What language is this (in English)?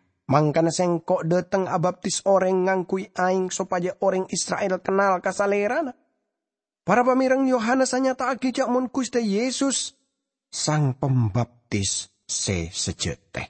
Madurese